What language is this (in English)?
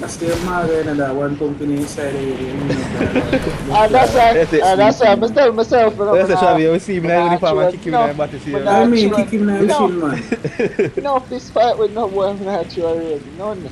Jamaican Creole English